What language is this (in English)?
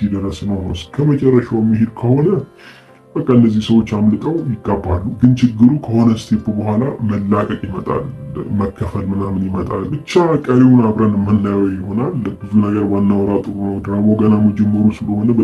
Amharic